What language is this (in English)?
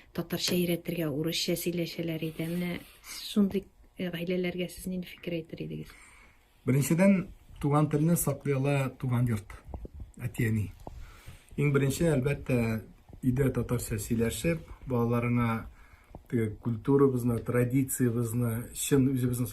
Tatar